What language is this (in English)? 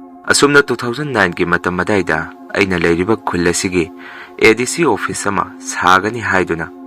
Manipuri